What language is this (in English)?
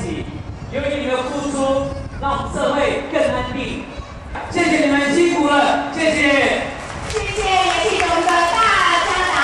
Chinese